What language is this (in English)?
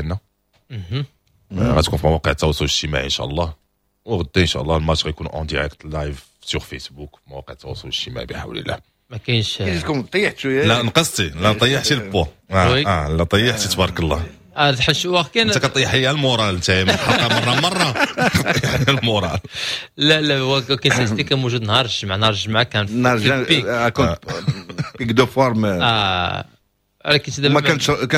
Moroccan Arabic